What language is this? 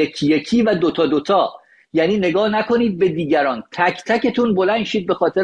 Persian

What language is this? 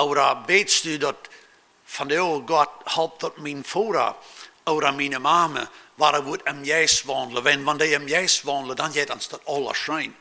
Plautdietsch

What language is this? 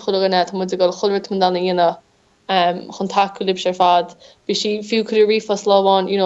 Irish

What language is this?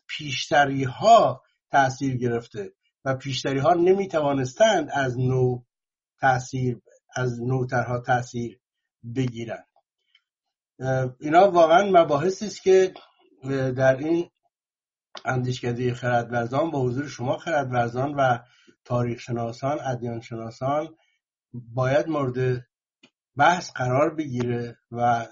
Persian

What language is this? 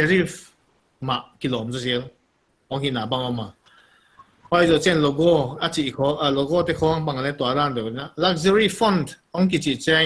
Paite Chin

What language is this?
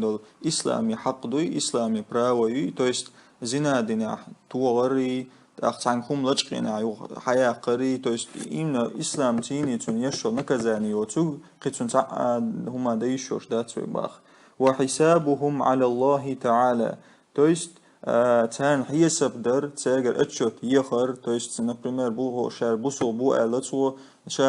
Chechen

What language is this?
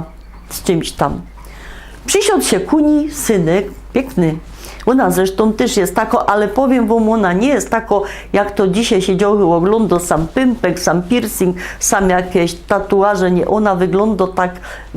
Silesian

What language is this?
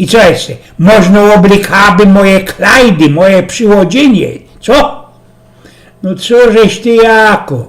Silesian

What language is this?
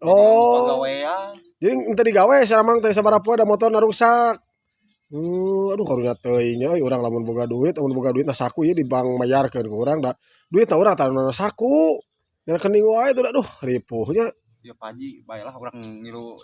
Sundanese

